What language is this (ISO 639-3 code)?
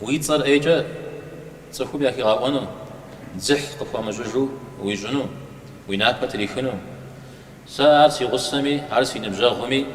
kbd